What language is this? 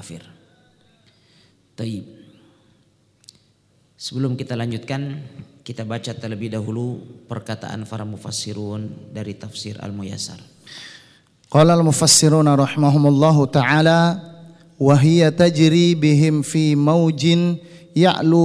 Indonesian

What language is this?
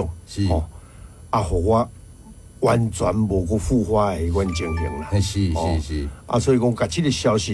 Min Nan Chinese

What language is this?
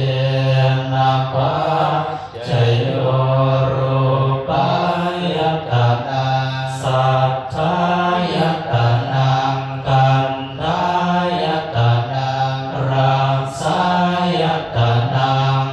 Pali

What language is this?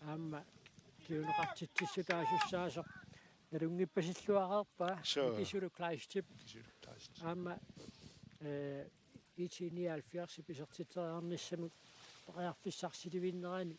Kalaallisut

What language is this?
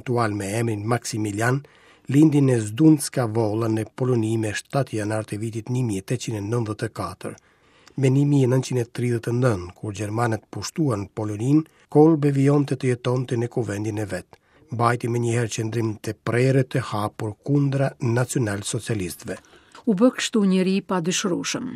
Albanian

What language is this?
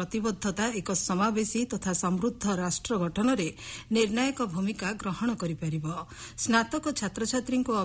Odia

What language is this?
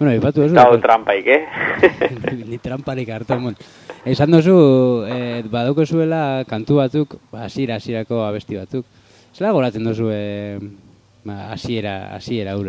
Basque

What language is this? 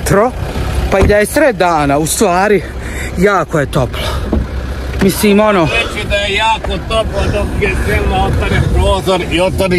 Bosnian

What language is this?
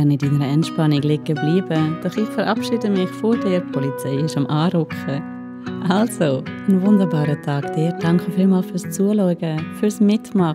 Swiss German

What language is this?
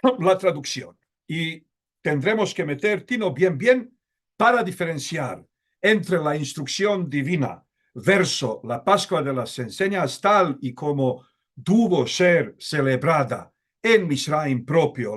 Ladino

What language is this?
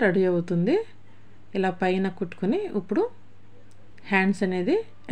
Telugu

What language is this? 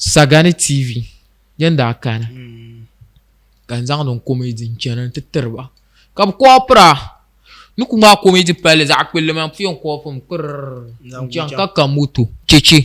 Dagbani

